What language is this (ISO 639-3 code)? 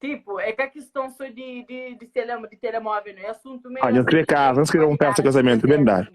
kea